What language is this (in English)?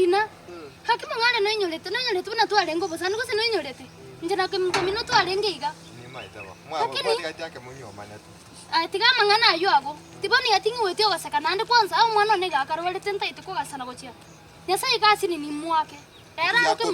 Gusii